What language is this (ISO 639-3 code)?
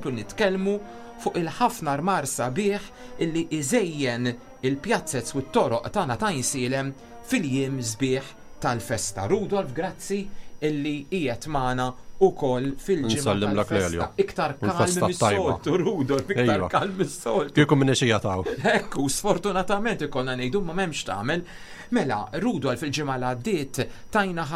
mlt